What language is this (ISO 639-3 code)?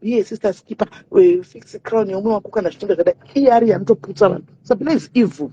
sna